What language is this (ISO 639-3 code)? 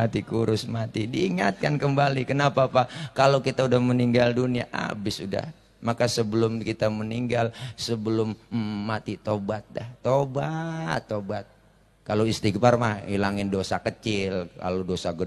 bew